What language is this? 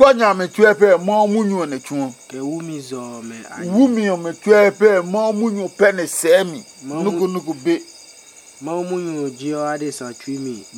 Adangme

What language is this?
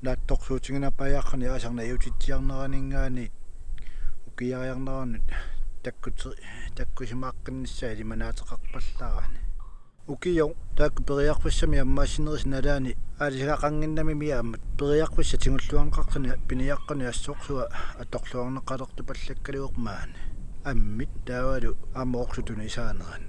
Kalaallisut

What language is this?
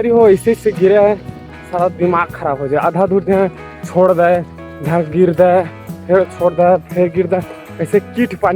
Chhattisgarhi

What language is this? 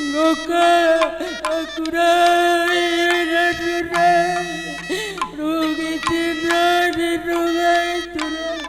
Batak Karo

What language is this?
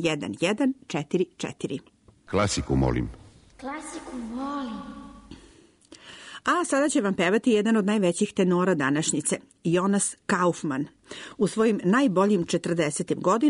Serbian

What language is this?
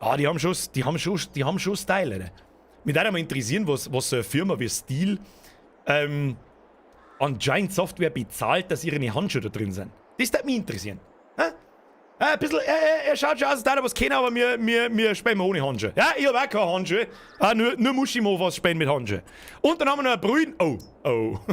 Bavarian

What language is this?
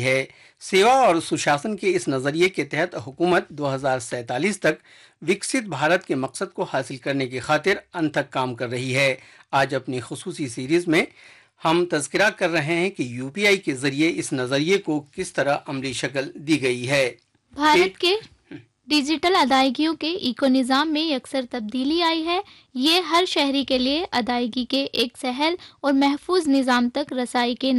Urdu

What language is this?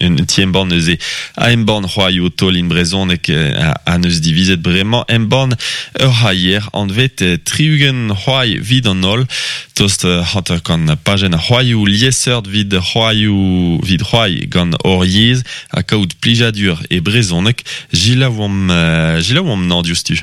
Breton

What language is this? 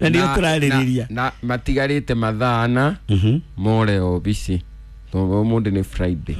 Kikuyu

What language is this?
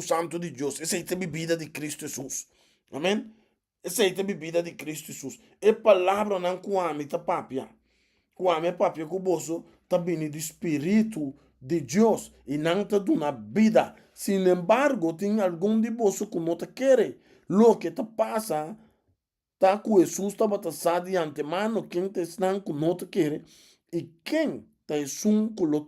Papiamento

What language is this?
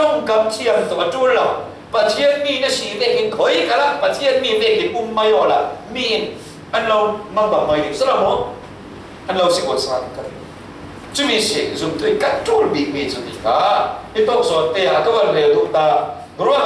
Falam Chin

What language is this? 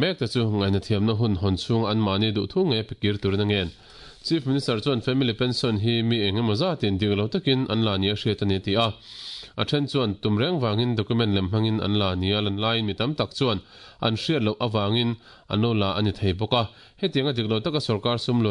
Mizo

